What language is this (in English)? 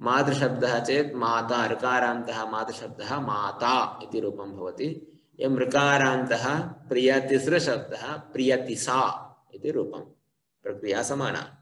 Sanskrit